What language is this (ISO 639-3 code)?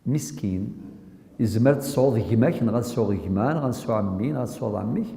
kab